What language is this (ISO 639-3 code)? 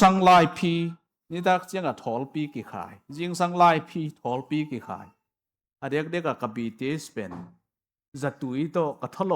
ctd